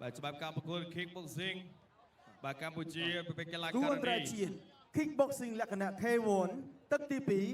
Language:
Khmer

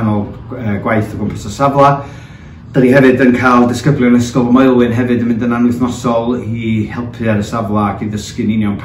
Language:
Welsh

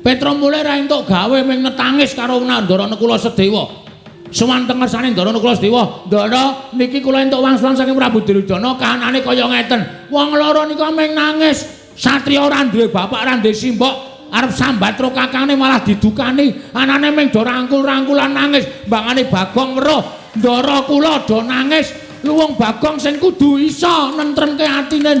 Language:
Javanese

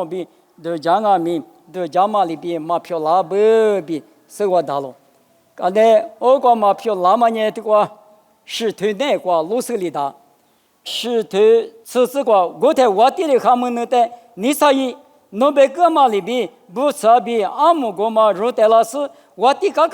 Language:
Lisu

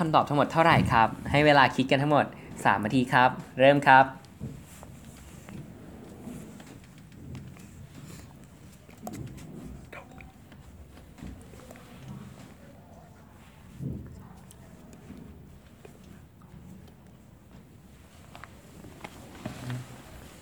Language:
Thai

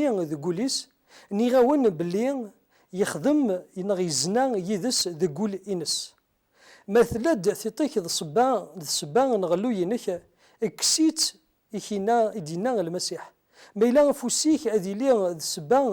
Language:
Kabyle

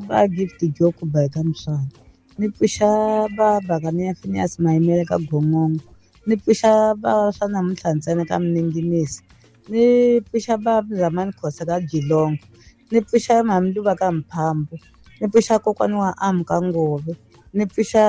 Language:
Tsonga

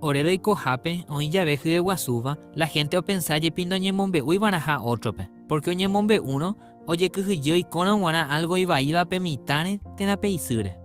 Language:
Guarani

